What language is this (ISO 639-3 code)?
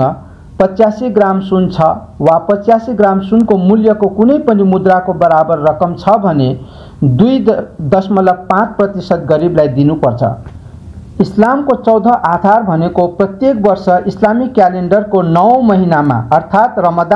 nep